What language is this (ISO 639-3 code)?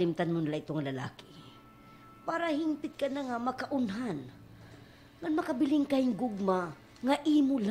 war